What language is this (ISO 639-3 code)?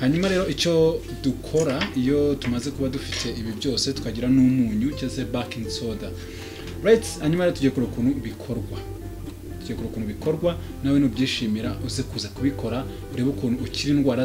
kin